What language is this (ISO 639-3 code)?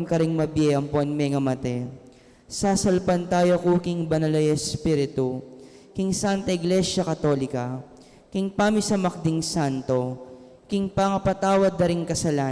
pam